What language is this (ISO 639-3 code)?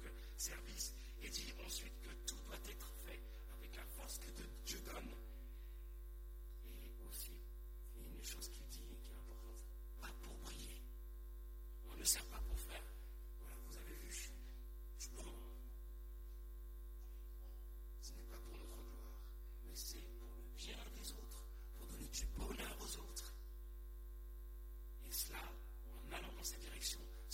fra